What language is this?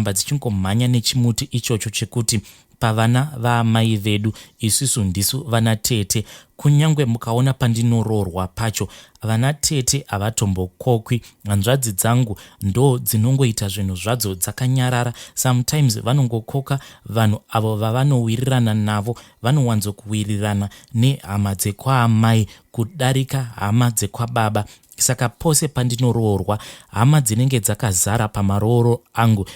Shona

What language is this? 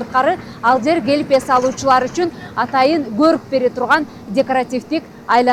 Kyrgyz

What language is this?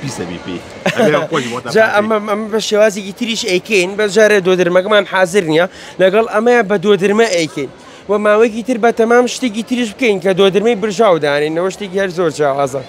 Central Kurdish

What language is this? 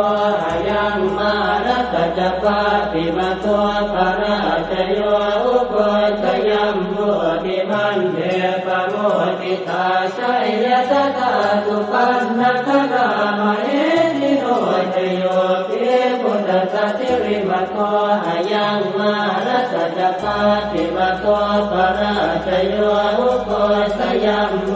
Pali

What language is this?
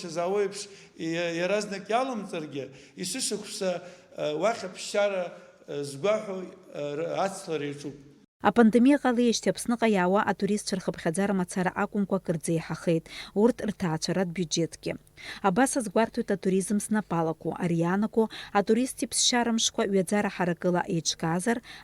Abkhazian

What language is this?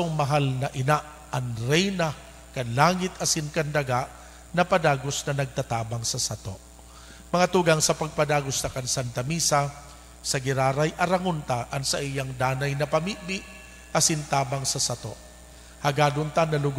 Bikol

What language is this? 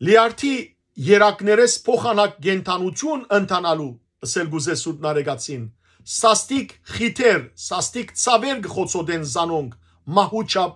Western Armenian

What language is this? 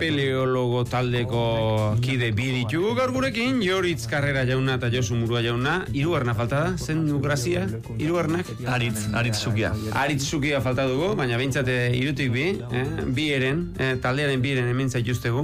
Basque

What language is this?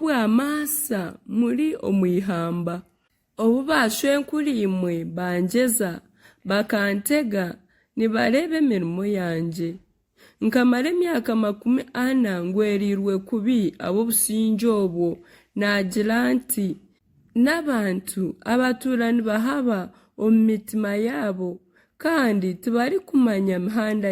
Nyankole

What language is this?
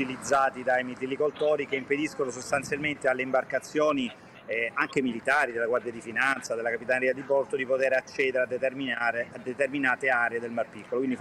Italian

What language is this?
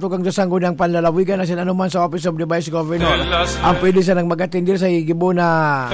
Bikol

